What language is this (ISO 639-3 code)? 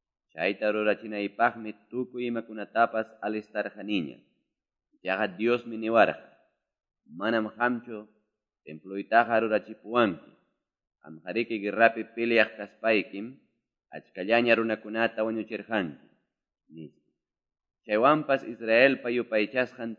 que